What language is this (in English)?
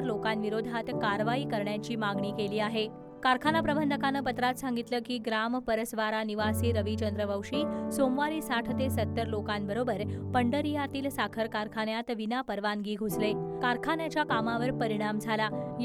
Marathi